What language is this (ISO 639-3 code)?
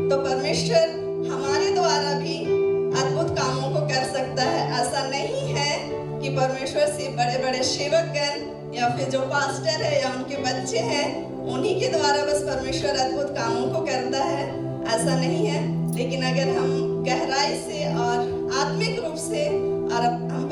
hin